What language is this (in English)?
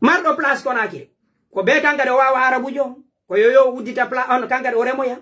Pular